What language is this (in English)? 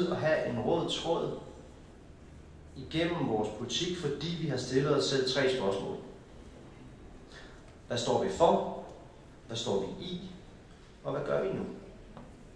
Danish